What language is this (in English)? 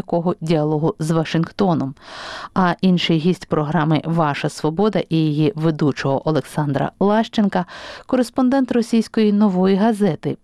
Ukrainian